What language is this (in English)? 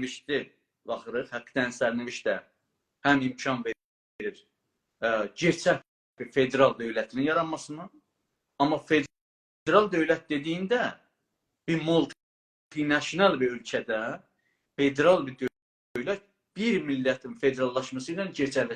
South Azerbaijani